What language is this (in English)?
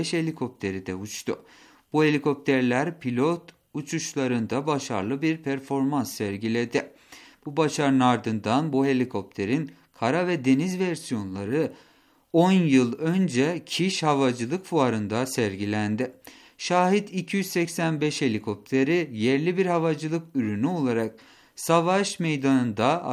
Turkish